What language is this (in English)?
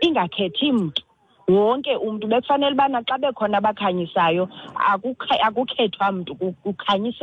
Xhosa